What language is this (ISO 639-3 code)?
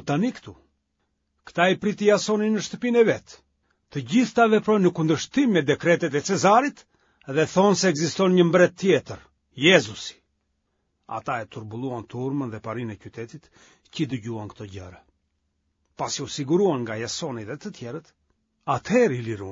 sqi